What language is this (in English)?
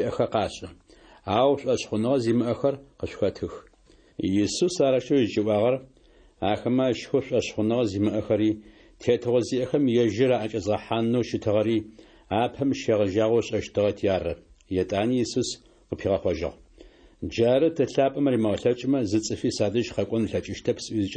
Adyghe